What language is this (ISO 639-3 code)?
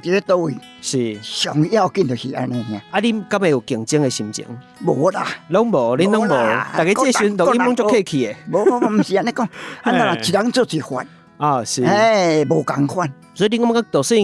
nan